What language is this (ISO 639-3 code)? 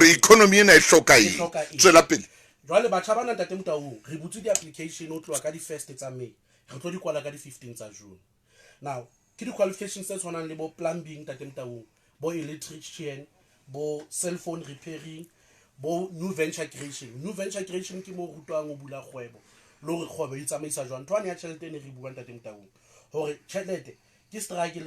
sot